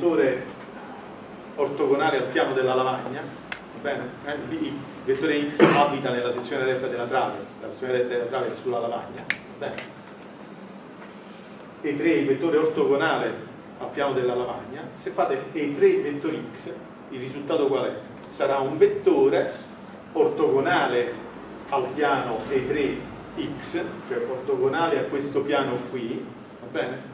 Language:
Italian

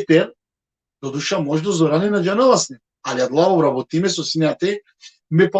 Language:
Balkan Romani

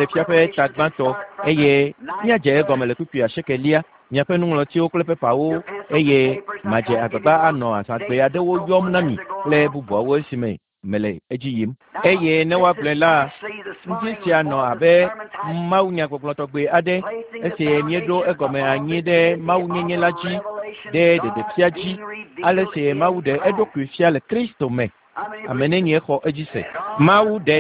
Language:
Ewe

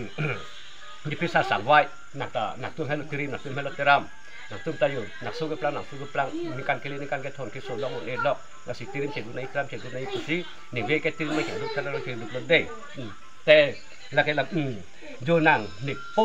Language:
Karbi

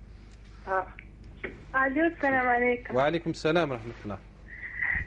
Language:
Algerian Arabic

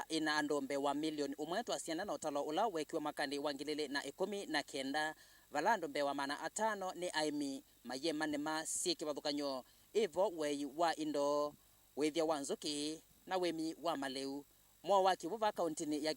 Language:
Kamba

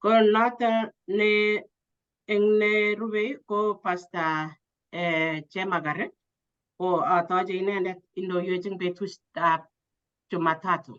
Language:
Kalenjin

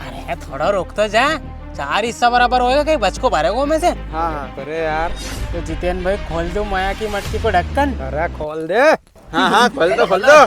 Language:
Rajasthani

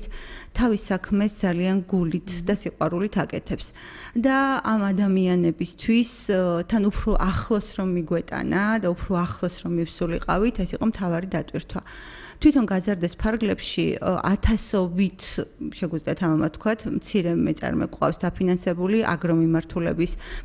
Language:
Georgian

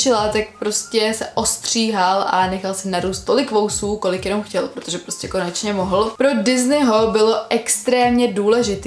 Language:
Czech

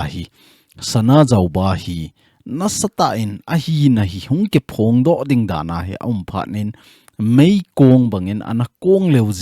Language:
Thado Chin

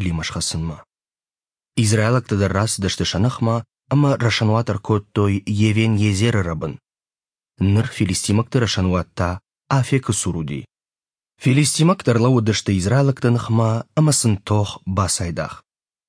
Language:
Ossetic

